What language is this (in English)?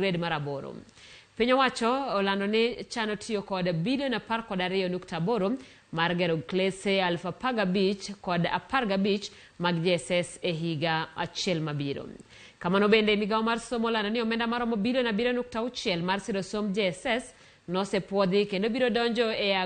Luo (Kenya and Tanzania)